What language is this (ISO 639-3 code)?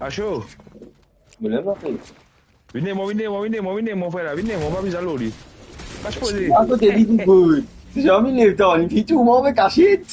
mfe